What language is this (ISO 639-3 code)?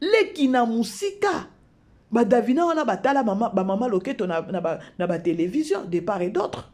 lin